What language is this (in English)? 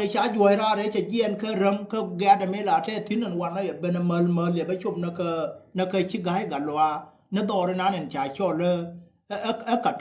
Nuer